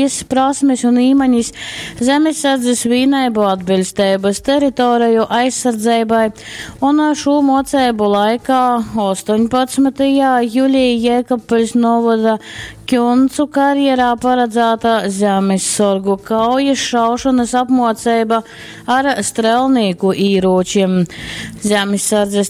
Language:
Latgalian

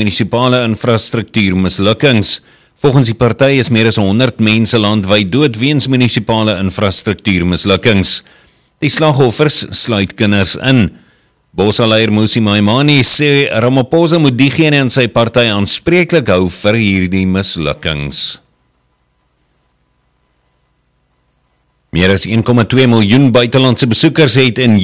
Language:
Afrikaans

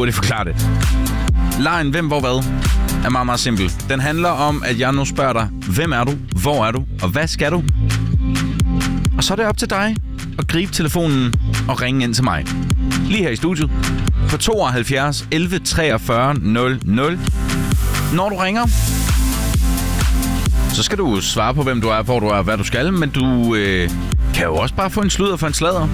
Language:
Danish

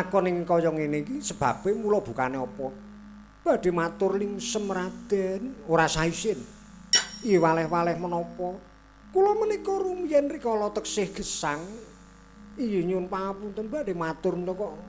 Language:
Javanese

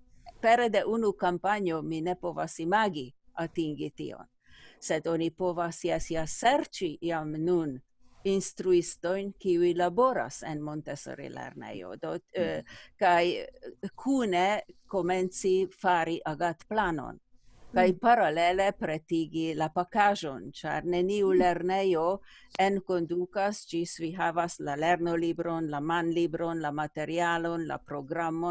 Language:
Esperanto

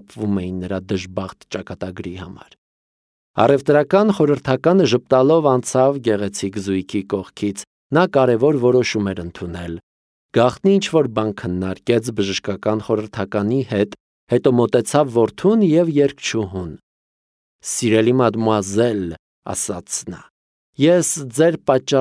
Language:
Armenian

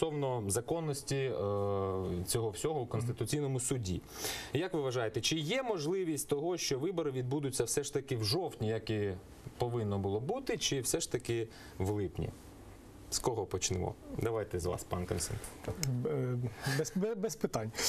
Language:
Ukrainian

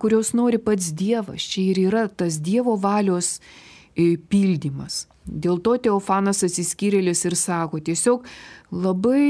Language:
Lithuanian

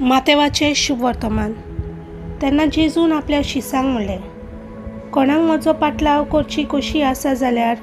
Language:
Konkani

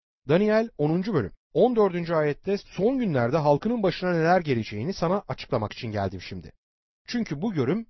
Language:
Turkish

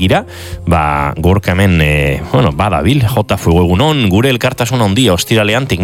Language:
Basque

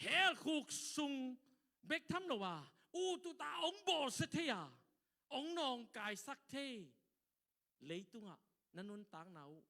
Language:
Tedim Chin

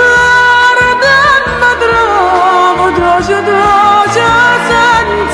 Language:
Neapolitan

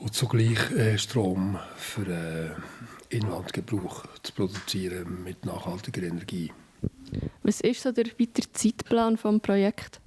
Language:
Swiss German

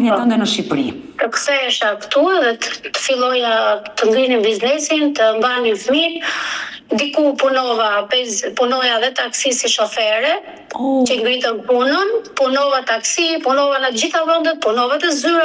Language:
Albanian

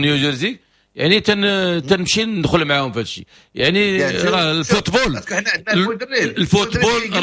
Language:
Moroccan Arabic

